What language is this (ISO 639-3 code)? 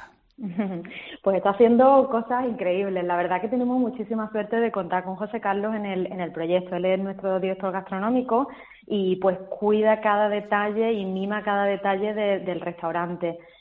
spa